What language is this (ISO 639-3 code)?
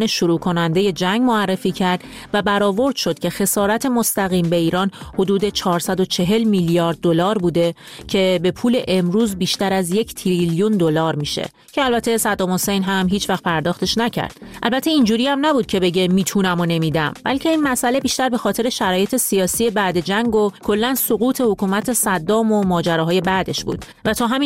fas